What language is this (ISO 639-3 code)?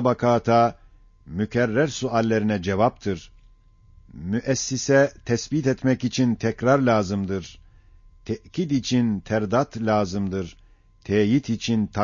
ota